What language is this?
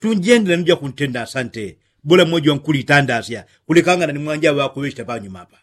Yao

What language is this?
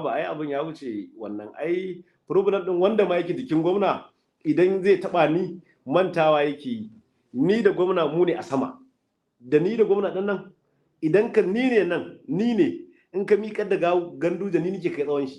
Hausa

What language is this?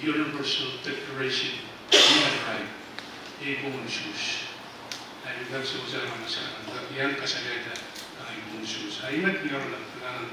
Pohnpeian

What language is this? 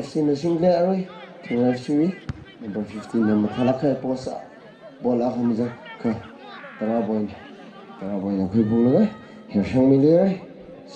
Tangkhul Naga (India)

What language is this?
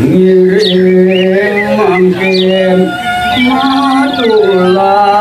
Balinese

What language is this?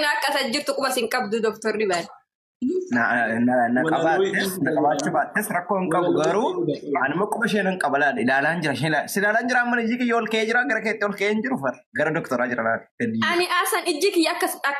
Oromo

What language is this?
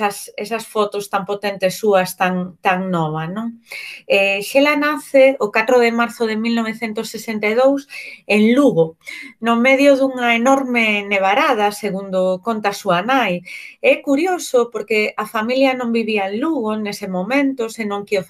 Galician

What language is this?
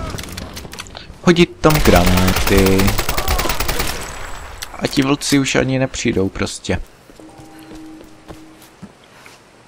Czech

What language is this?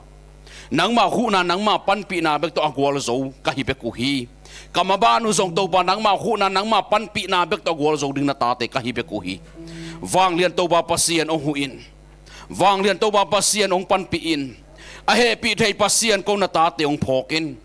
Tedim Chin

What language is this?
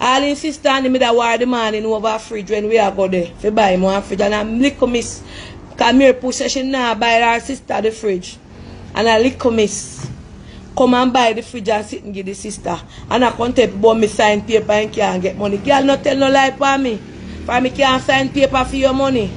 Jamaican Creole English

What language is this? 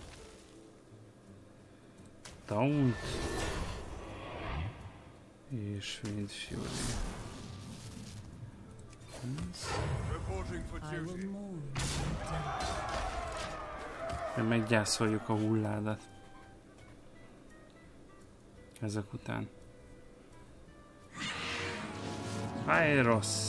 Hungarian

